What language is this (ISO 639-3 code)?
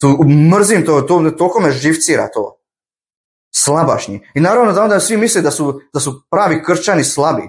bos